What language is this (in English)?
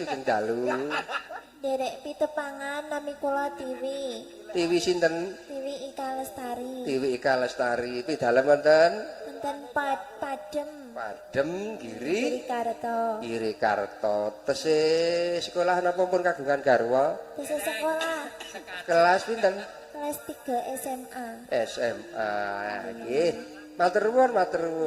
Javanese